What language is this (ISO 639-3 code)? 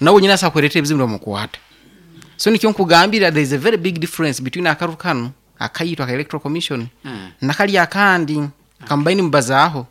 nyn